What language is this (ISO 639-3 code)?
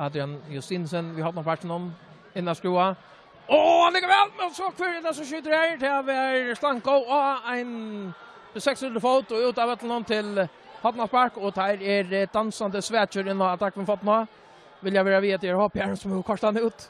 fao